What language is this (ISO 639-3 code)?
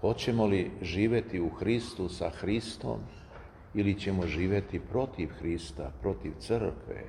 srp